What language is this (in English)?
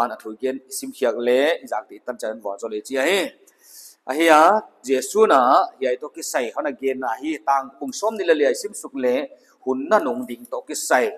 Paite Chin